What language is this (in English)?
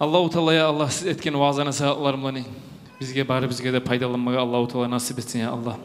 Kumyk